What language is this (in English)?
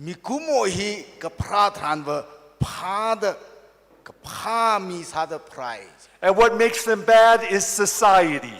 Tangkhul Naga (India)